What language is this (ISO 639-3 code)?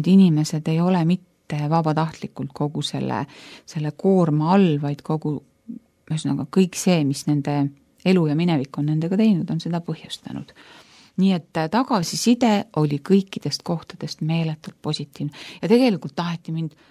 est